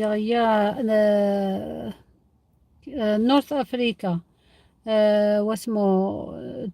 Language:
Algerian Arabic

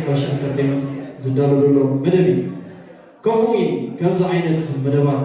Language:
Tigrinya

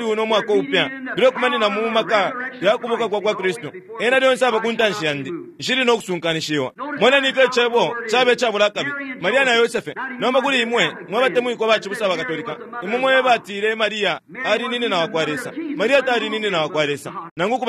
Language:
Bemba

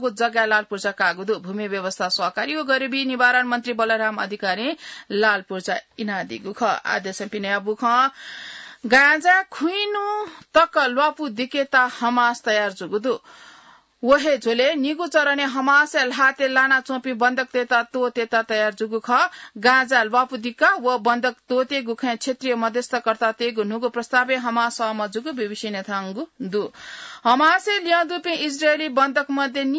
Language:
Newari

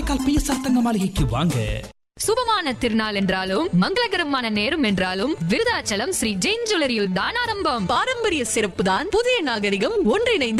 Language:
Tamil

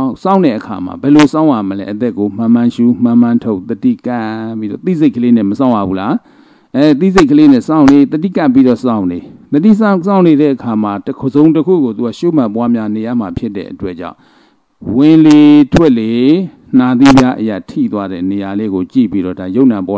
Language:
Burmese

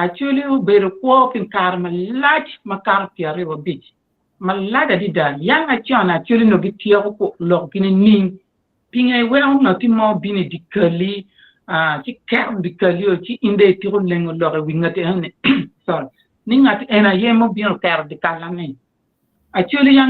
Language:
Acoli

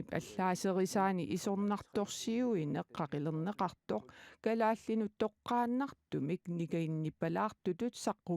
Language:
Kalaallisut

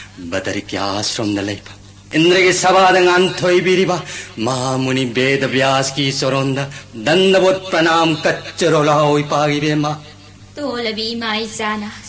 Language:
Manipuri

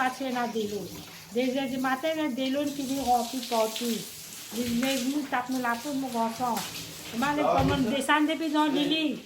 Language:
Morisyen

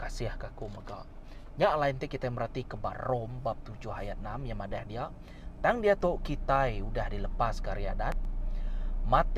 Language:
Iban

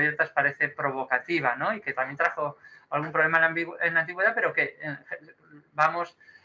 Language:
Spanish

